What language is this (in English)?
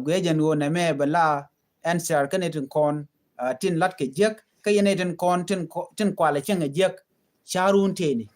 Nuer